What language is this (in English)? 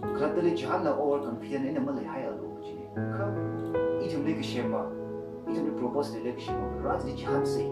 Tangkhul Naga (India)